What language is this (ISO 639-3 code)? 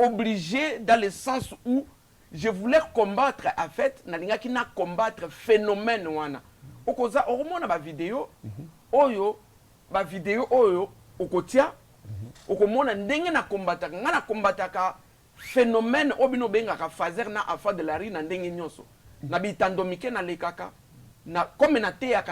lin